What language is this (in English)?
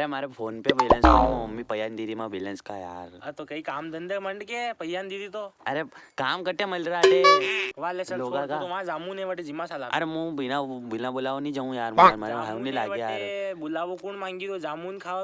Rajasthani